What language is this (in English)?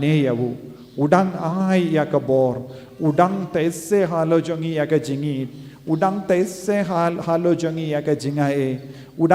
Khasi